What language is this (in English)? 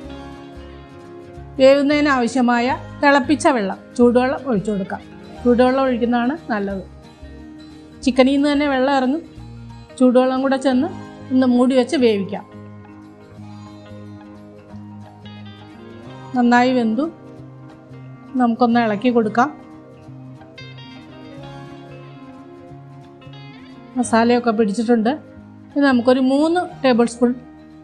Malayalam